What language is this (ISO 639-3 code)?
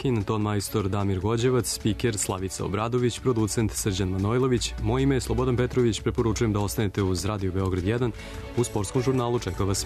srp